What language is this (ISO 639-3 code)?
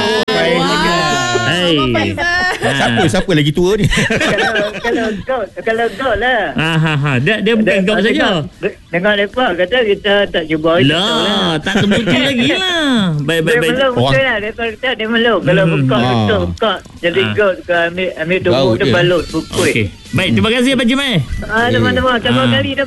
msa